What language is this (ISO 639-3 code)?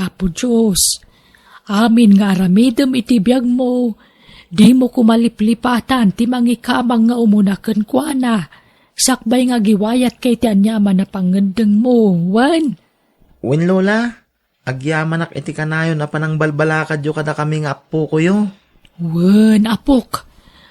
ilo